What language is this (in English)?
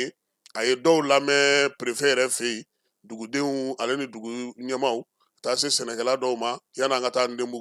Bambara